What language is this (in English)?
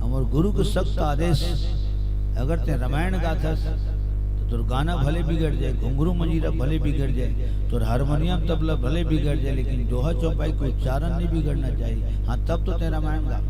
Chhattisgarhi